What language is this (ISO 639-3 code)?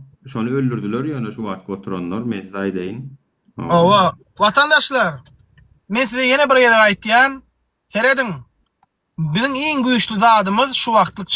tuk